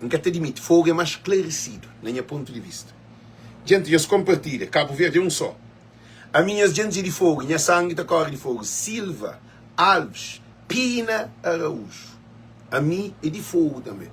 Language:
Kabuverdianu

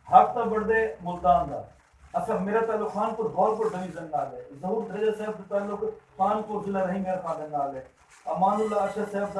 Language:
Saraiki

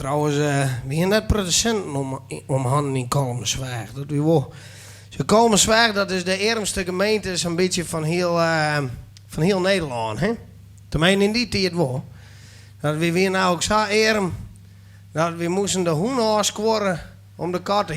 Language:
Western Frisian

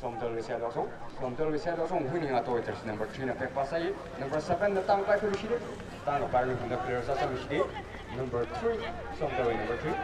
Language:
Tangkhul Naga (India)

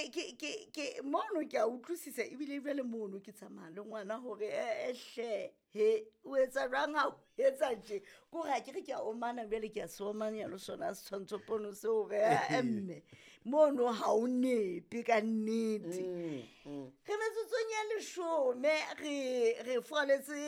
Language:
Southern Sotho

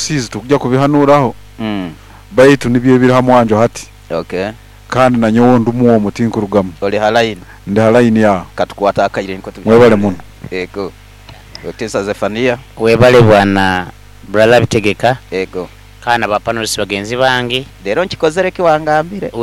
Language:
Nyoro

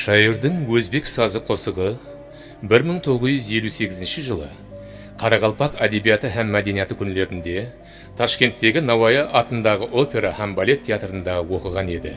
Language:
Kara-Kalpak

